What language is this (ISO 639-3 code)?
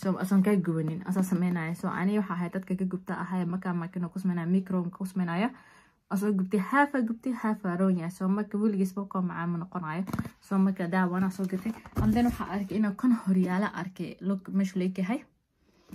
som